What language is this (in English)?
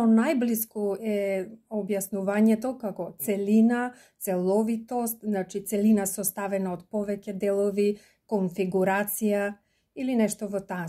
Macedonian